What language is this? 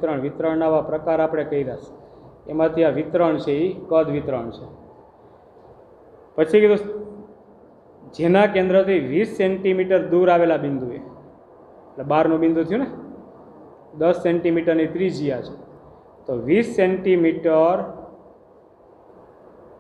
Gujarati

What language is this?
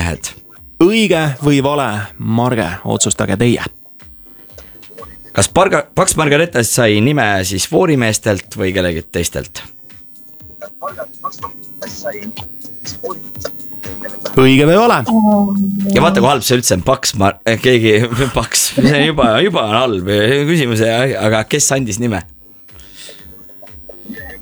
Estonian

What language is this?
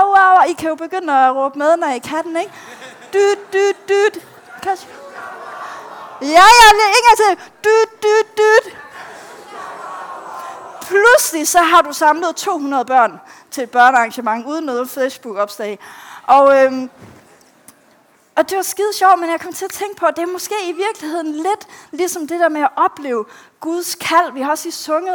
Danish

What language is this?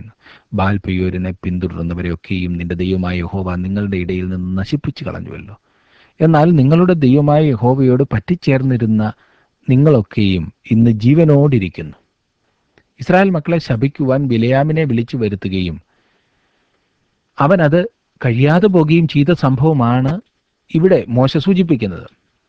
Malayalam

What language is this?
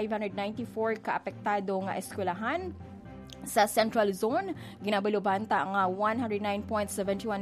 Hiligaynon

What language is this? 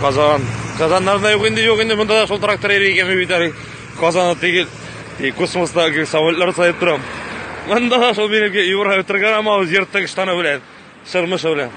Tatar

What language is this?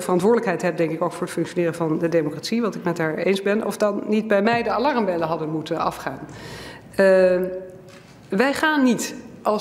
Dutch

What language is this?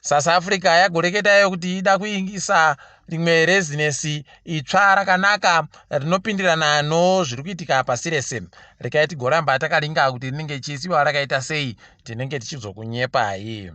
Ndau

